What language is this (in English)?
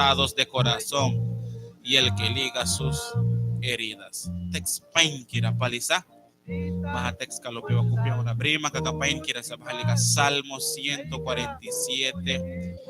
Mískito